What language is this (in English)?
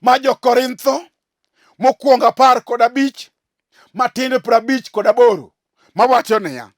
Luo (Kenya and Tanzania)